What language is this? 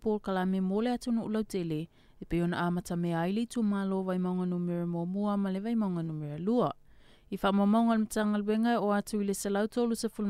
Samoan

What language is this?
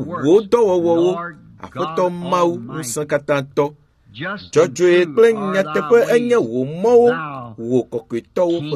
Ewe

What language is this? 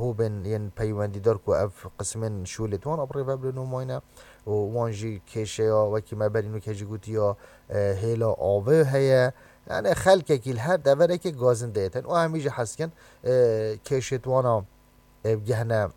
Kurdish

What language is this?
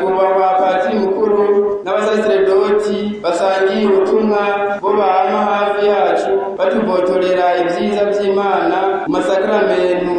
Rundi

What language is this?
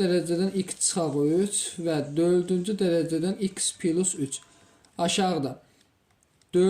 Azerbaijani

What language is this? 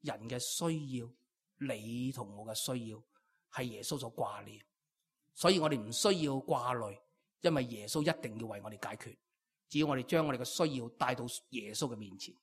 Cantonese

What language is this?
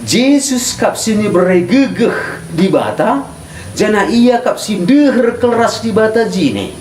Batak Karo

